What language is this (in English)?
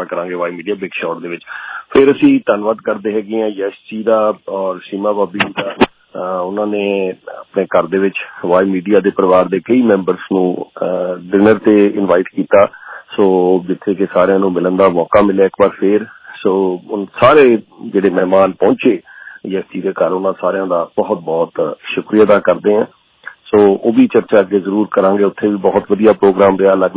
Punjabi